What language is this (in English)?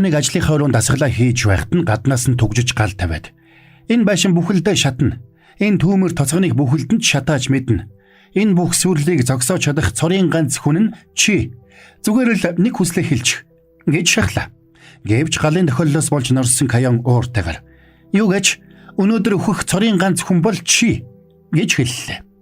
Mongolian